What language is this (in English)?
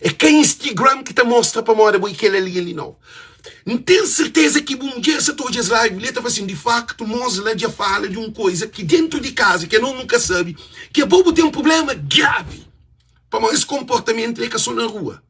Kabuverdianu